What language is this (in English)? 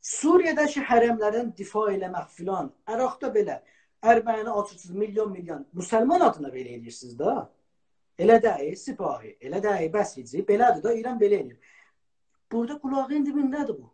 South Azerbaijani